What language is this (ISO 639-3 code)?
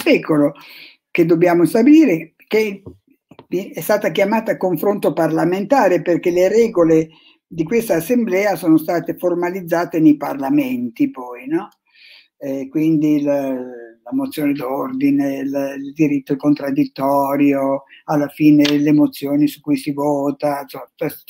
ita